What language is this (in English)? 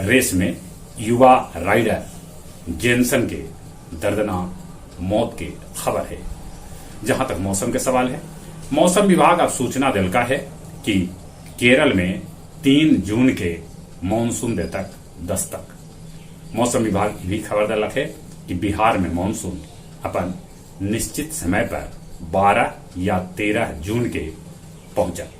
Magahi